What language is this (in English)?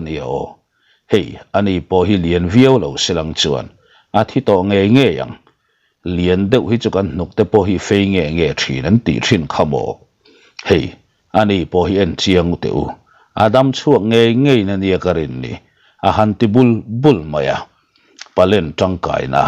Mizo